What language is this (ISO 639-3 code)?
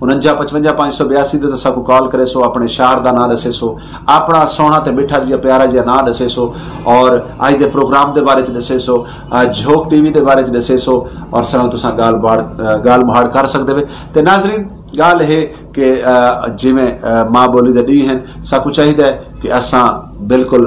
skr